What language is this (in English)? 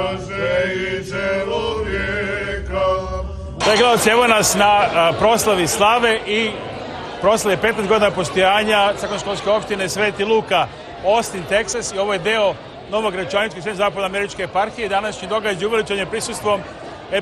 Serbian